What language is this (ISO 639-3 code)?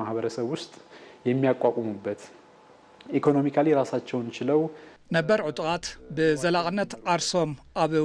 tir